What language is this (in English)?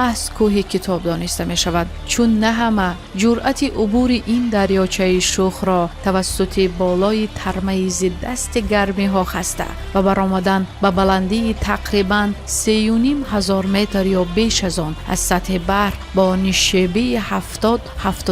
Tajik